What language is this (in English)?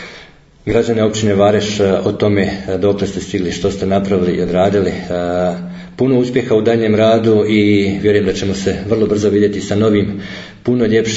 Bosnian